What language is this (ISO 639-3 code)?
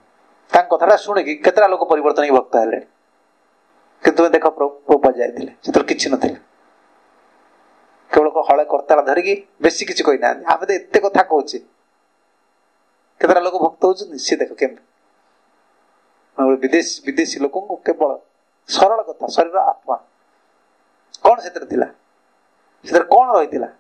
ori